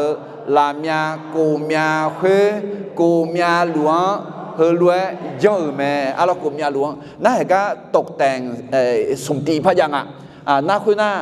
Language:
Akha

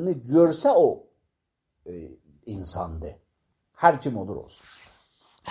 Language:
Azerbaijani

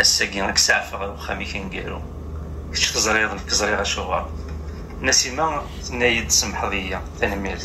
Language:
Kabyle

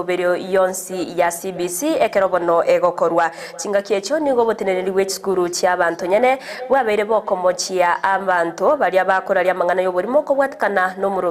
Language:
Gusii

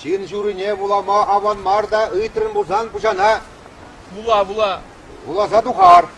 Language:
Chuvash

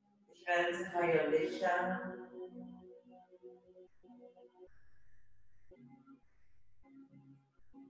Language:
Dutch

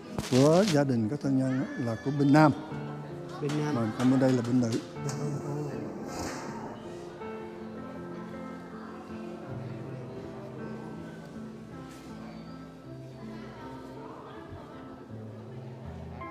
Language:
Vietnamese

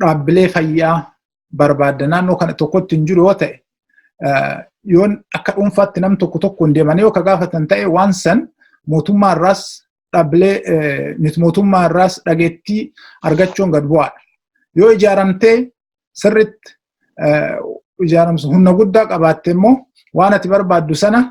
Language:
Oromo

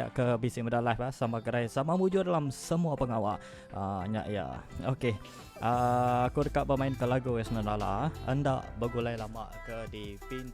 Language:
Iban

